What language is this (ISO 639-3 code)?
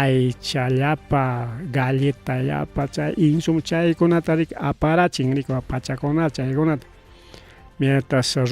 quy